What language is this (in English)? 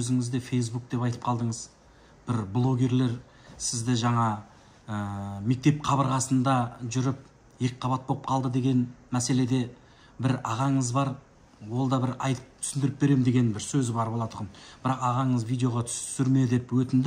Kazakh